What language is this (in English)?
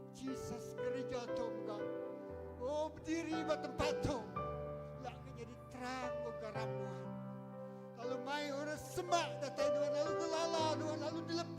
Iban